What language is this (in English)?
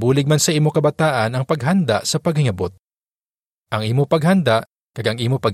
Hiligaynon